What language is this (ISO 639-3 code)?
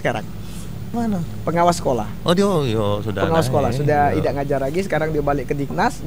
mui